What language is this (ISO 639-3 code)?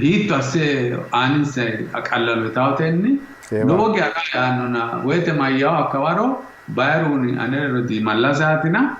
sid